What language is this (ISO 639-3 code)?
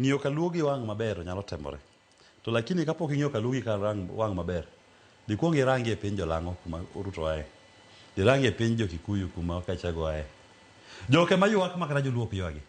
luo